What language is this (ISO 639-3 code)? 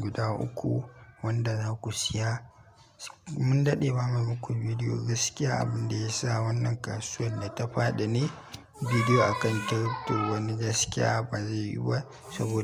hau